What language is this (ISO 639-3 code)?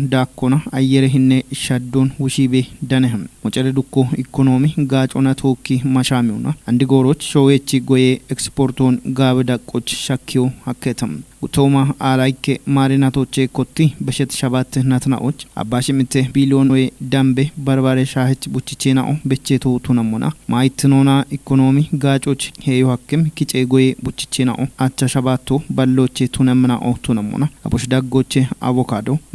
kbr